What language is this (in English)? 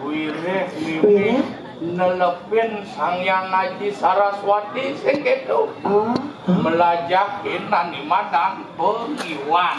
Balinese